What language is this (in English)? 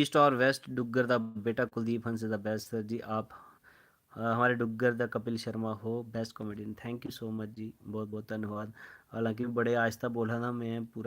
Dogri